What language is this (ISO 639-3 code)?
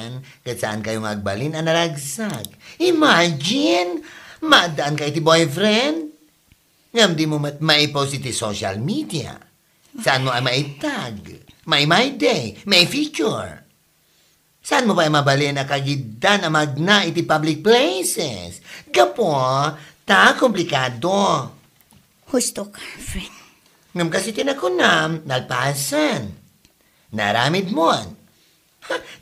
ilo